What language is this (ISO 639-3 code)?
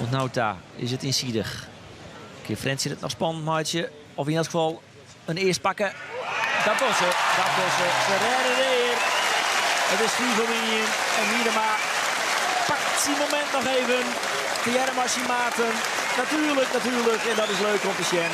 fry